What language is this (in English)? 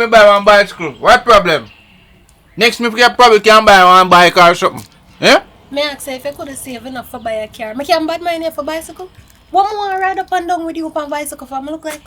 Jamaican Creole English